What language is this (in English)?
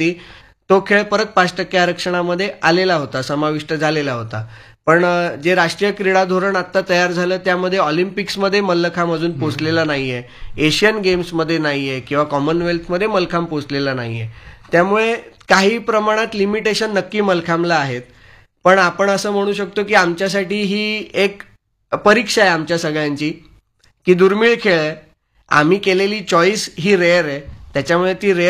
Marathi